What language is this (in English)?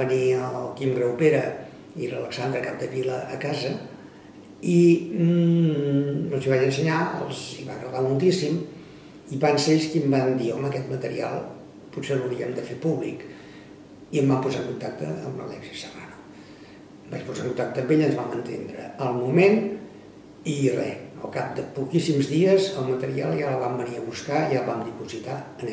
Catalan